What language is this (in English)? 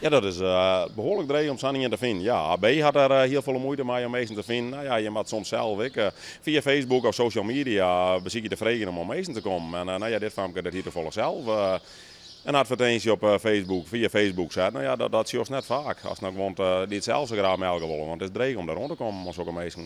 Western Frisian